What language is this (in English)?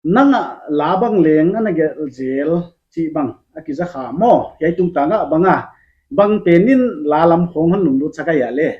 Paite Chin